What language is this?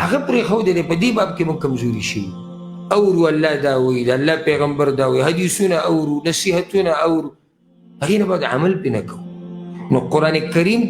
Pashto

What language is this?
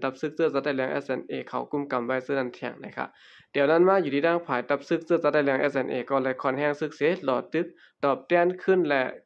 Shan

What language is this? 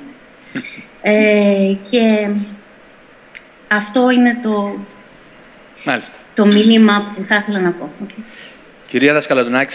Greek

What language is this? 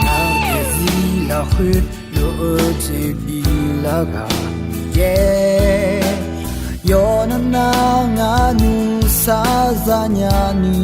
Akha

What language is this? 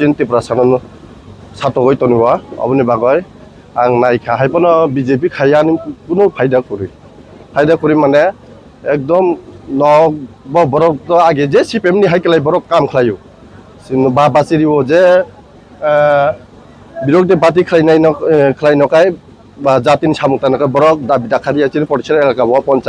Kok Borok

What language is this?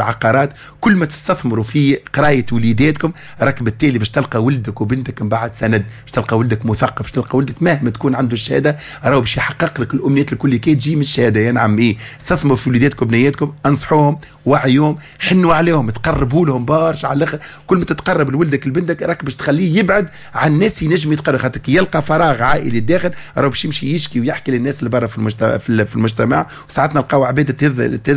Tunisian Arabic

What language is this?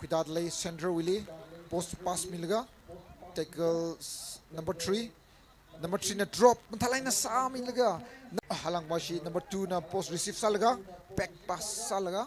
Tangkhul Naga (India)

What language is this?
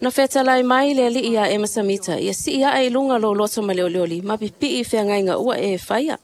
Samoan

